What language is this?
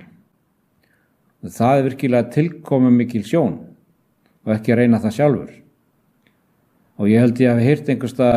Icelandic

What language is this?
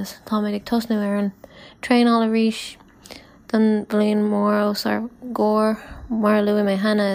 Irish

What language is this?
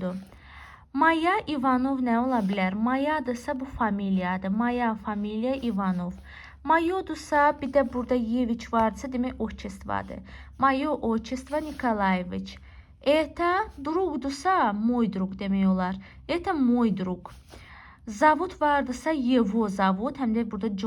Azerbaijani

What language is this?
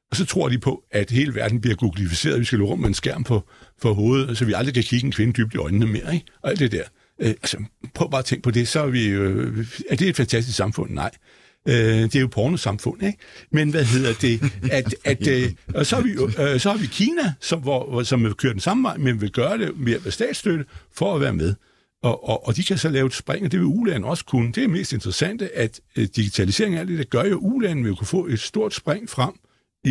Danish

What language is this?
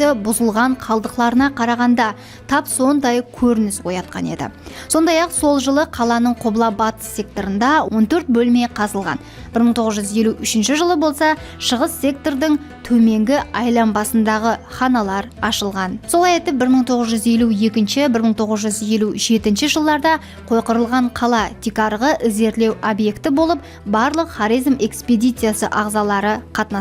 Kara-Kalpak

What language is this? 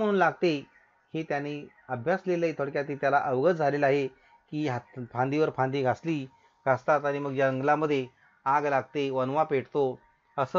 Marathi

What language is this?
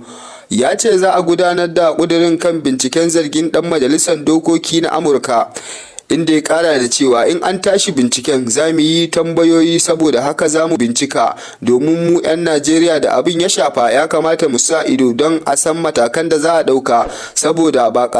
Hausa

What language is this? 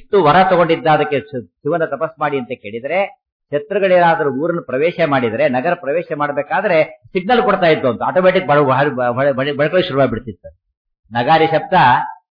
Kannada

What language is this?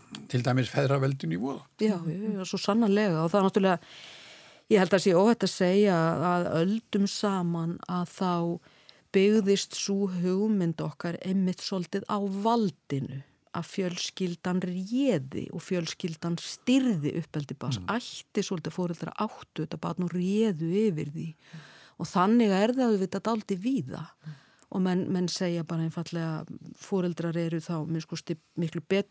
Icelandic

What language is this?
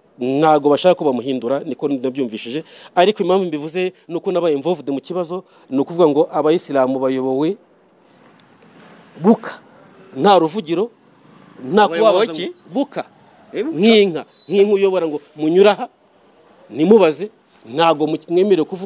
Kinyarwanda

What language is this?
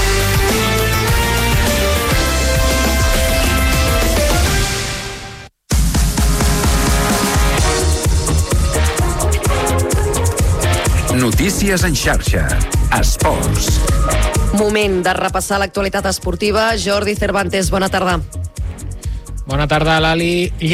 Catalan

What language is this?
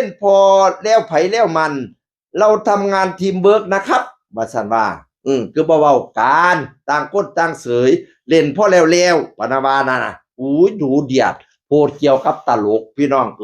Northeastern Thai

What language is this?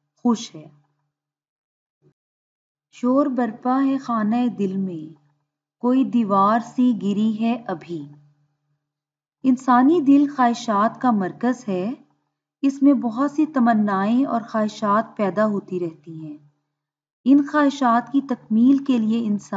Urdu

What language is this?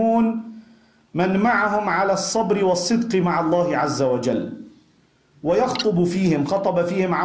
Arabic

